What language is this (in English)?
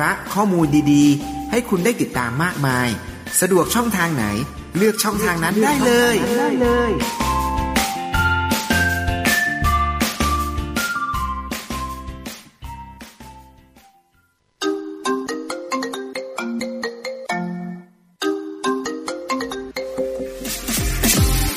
Thai